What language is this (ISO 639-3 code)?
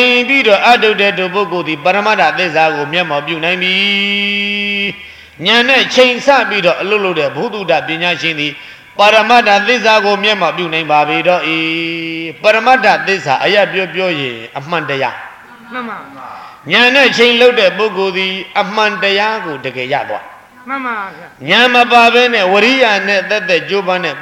mya